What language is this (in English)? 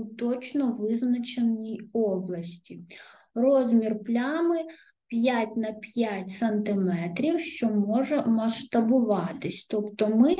Ukrainian